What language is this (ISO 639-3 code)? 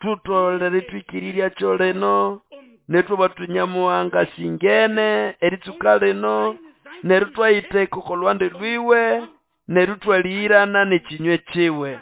nnb